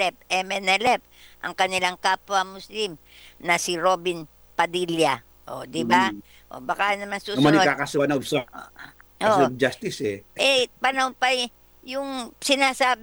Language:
Filipino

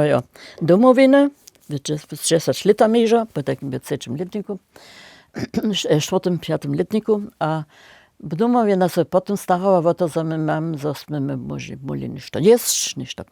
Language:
Upper Sorbian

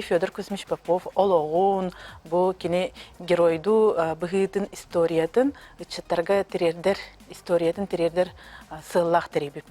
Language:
Yakut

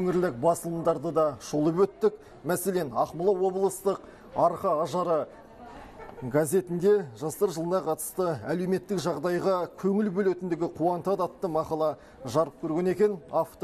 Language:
Kazakh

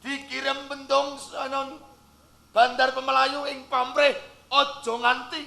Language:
Javanese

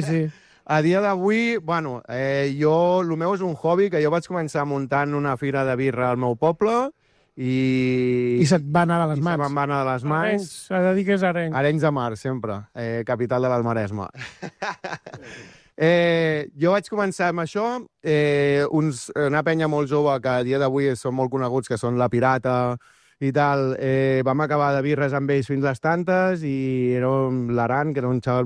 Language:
Catalan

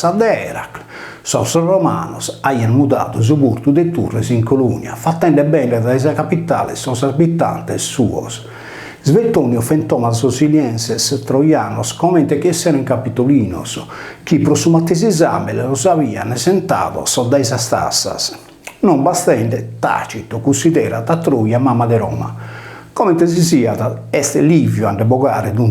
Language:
Sardinian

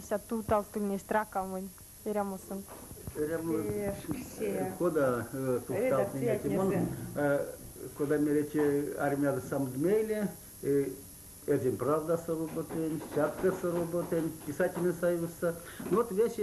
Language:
Erzya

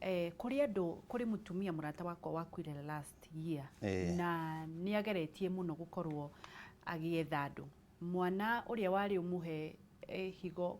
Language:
Kikuyu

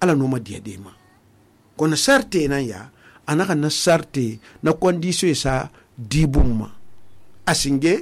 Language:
Susu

